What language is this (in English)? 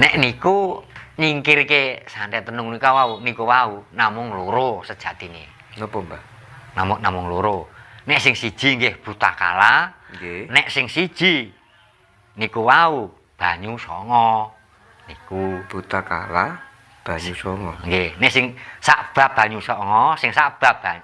Javanese